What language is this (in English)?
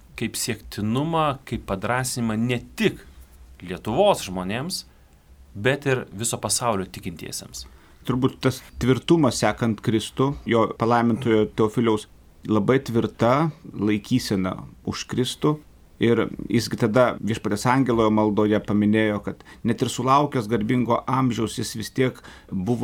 Lithuanian